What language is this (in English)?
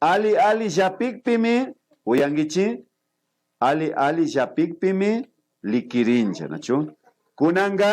Imbabura Highland Quichua